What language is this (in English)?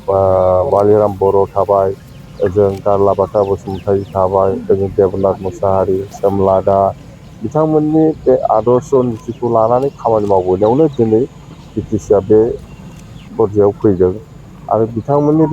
Bodo